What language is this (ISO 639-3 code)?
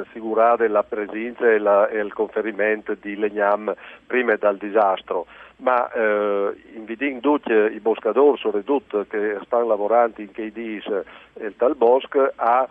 fur